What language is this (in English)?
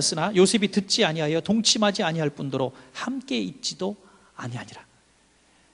Korean